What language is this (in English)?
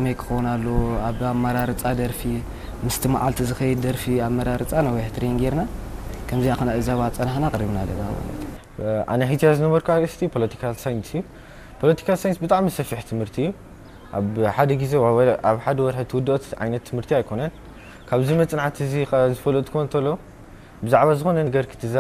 Tigrinya